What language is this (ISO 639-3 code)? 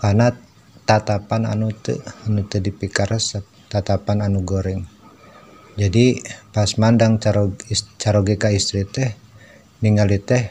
sun